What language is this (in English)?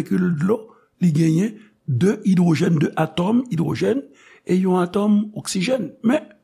Haitian Creole